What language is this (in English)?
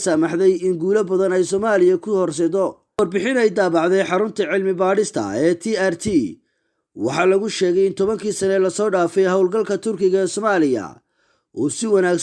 Somali